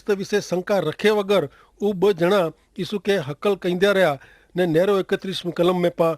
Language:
Kachhi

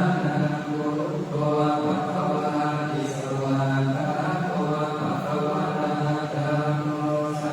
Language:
Pali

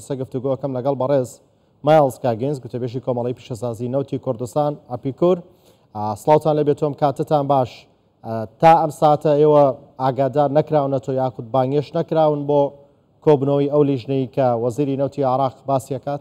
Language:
Central Kurdish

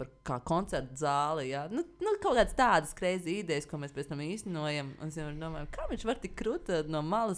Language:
Latvian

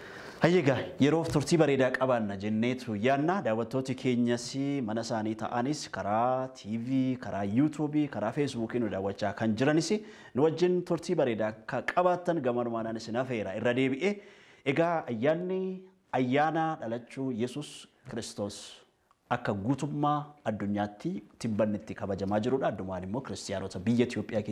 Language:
Oromo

